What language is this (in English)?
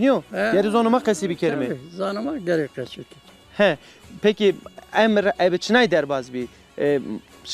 Zaza